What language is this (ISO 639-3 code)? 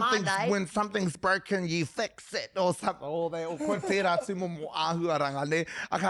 mri